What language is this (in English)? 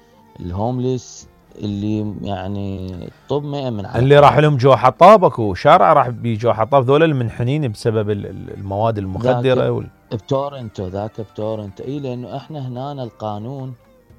Mesopotamian Arabic